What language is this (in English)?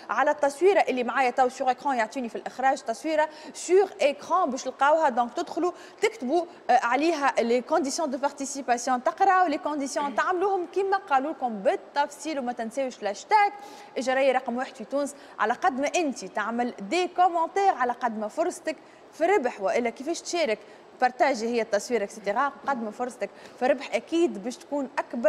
Tunisian Arabic